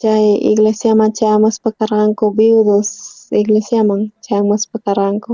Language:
South Bolivian Quechua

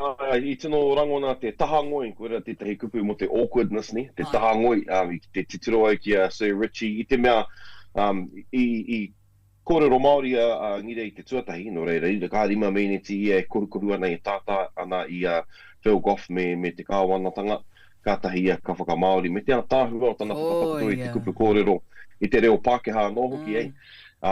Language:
Māori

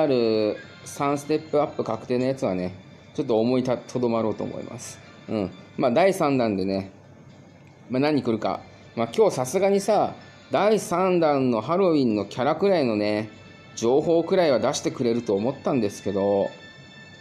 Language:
Japanese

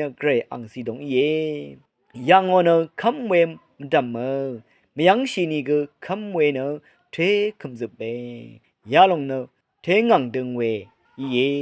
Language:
Rawang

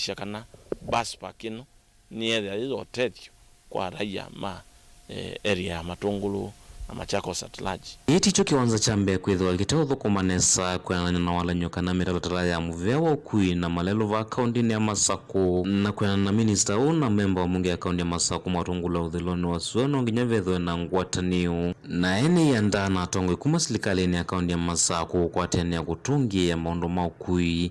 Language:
Kamba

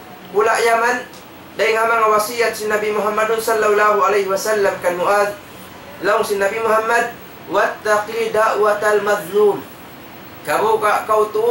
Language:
Tausug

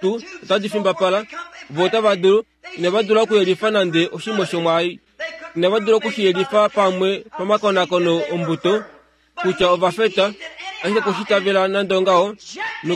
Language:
Kuanyama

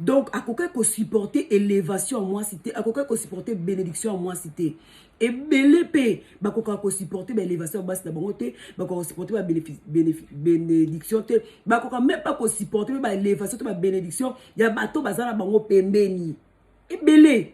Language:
Lingala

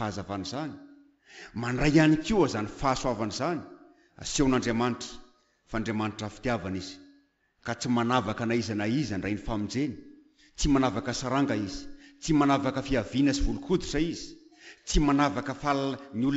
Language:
Malagasy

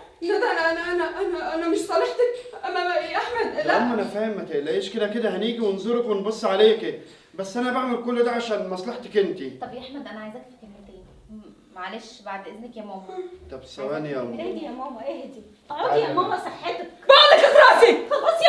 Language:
Egyptian Arabic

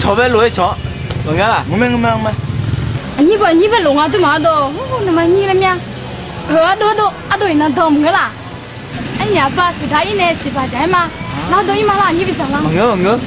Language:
Akha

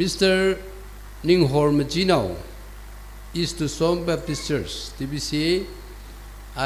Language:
Tangkhul Naga (India)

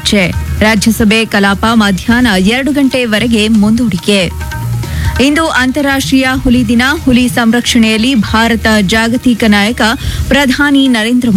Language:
Kannada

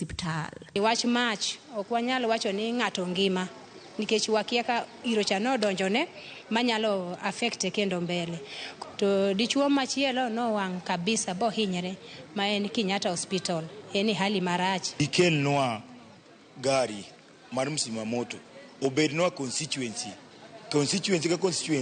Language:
Luo (Kenya and Tanzania)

